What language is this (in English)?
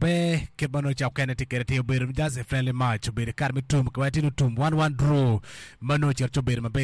Acoli